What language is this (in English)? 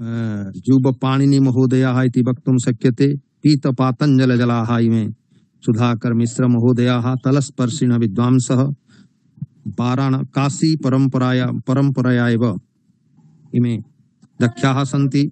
Sanskrit